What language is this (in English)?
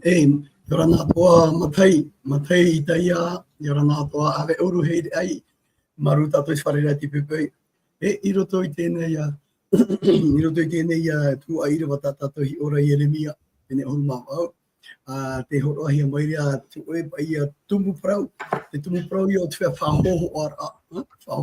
Tahitian